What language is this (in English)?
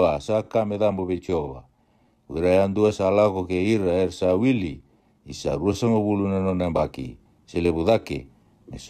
Fijian